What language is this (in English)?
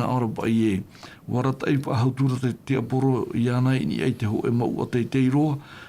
Tahitian